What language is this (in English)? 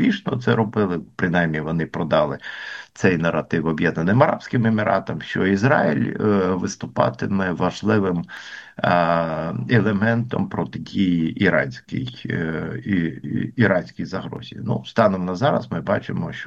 Ukrainian